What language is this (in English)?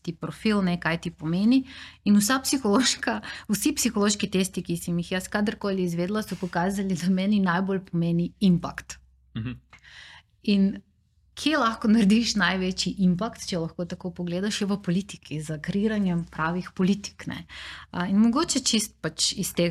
Slovenian